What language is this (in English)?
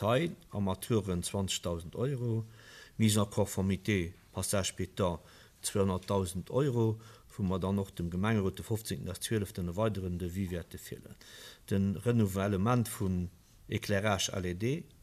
Luxembourgish